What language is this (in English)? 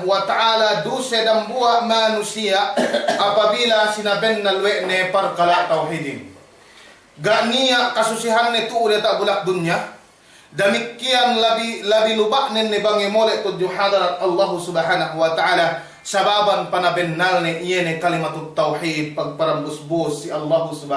Yakan